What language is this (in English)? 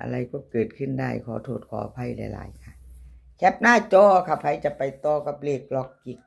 Northeastern Thai